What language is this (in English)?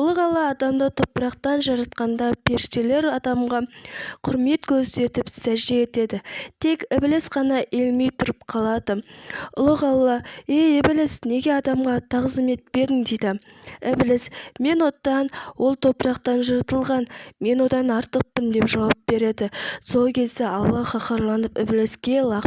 Kazakh